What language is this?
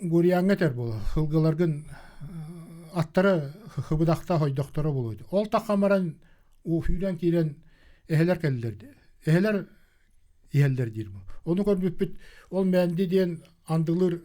Yakut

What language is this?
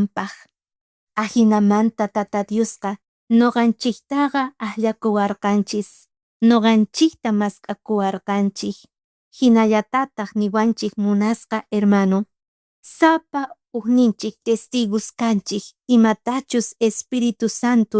South Bolivian Quechua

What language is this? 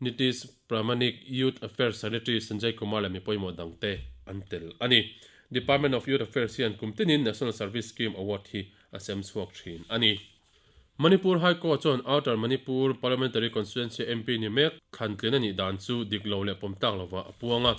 Mizo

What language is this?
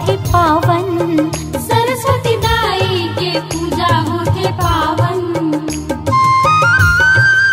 Chhattisgarhi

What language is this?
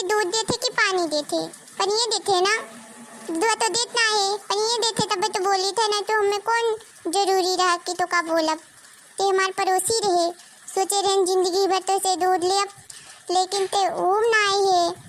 Awadhi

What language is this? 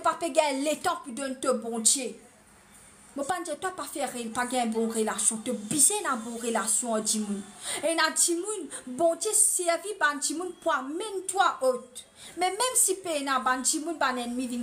Morisyen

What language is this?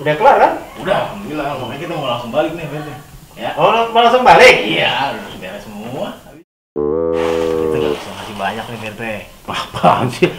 Betawi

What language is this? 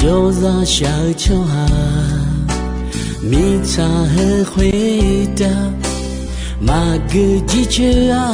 Akha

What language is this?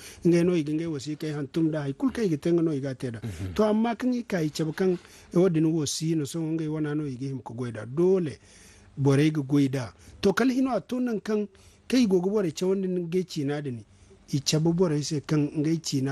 Zarma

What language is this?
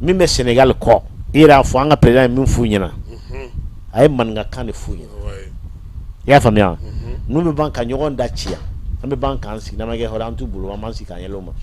Bambara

